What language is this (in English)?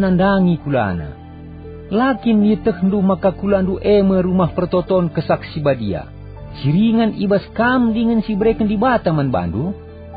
Batak Karo